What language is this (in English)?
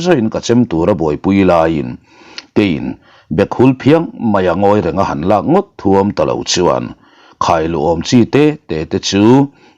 Mizo